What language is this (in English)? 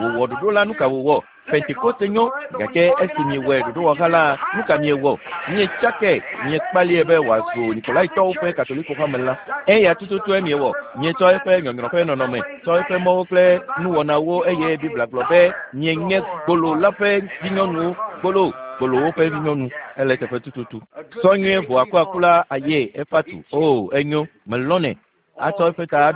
Ewe